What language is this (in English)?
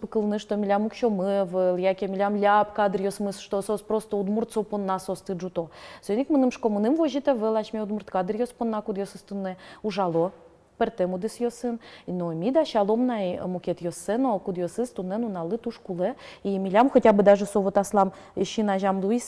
Udmurt